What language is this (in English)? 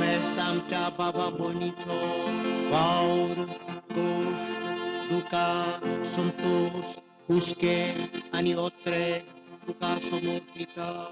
Konkani